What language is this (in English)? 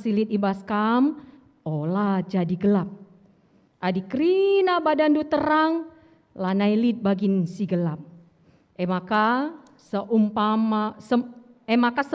Batak Karo